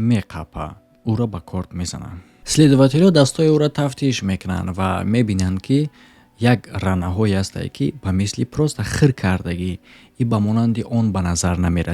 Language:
Tajik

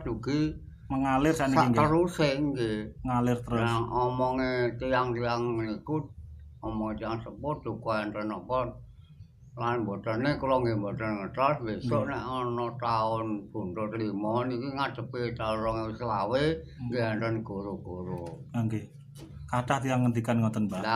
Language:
Javanese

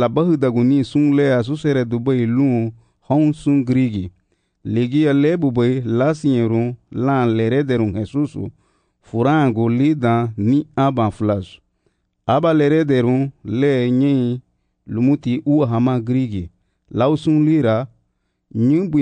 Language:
Garifuna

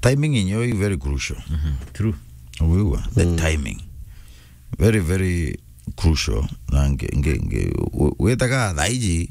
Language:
Meru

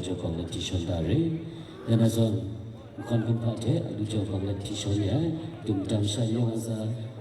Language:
Kachin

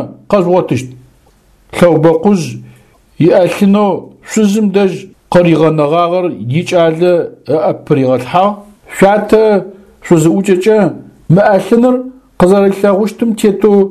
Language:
Adyghe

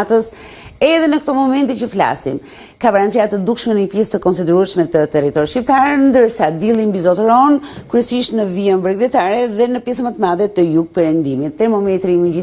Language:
Albanian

